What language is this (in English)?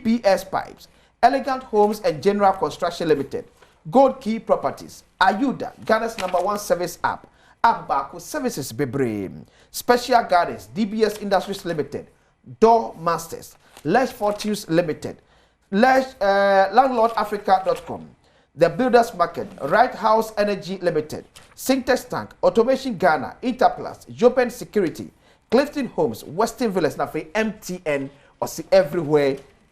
Akan